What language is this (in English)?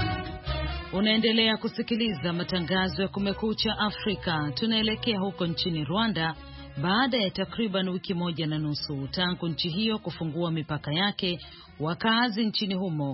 Swahili